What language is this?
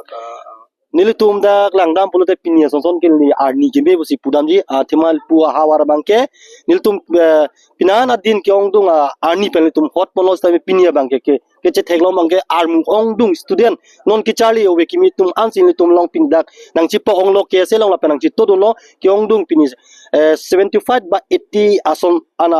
Karbi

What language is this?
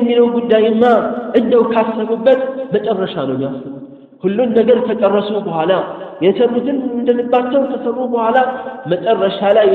Amharic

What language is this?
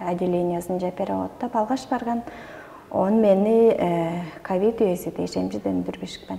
Tuvinian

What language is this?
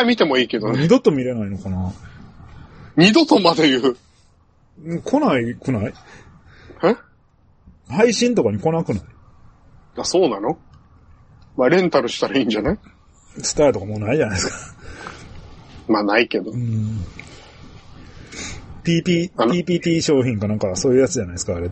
Japanese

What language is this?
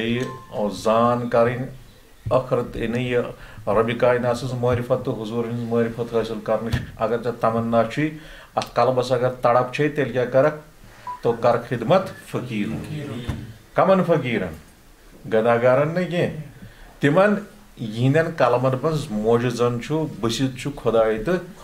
Kashmiri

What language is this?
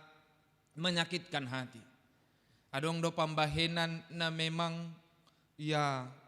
Batak Simalungun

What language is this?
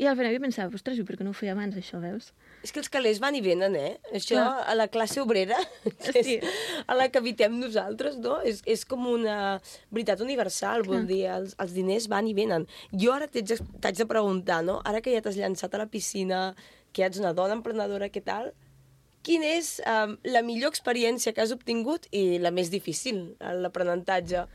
Catalan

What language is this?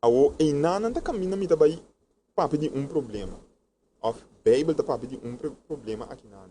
Papiamento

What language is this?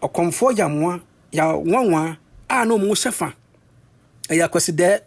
Akan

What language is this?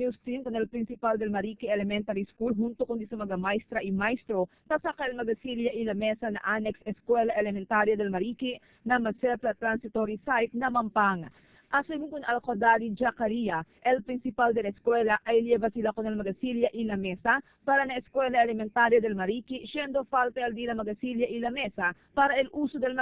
Chavacano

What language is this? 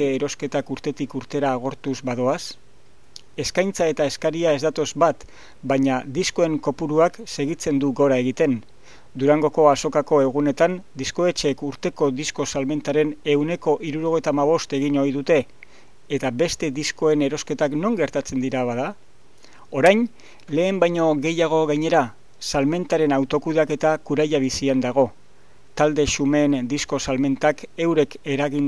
Basque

